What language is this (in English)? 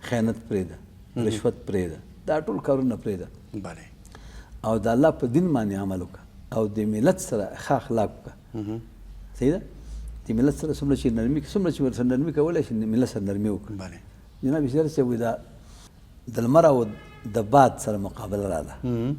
Pashto